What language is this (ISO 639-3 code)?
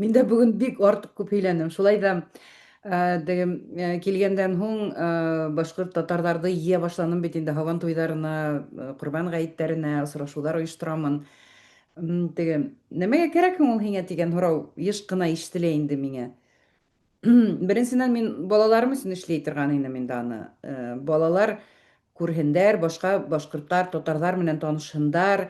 bak